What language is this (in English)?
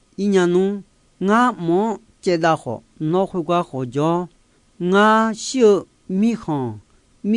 Akha